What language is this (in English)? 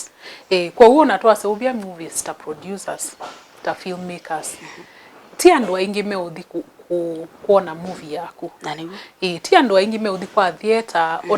Kamba